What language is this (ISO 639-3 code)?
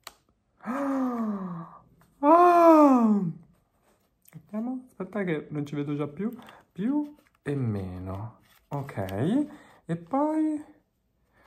ita